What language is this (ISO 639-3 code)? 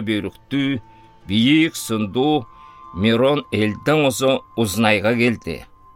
alt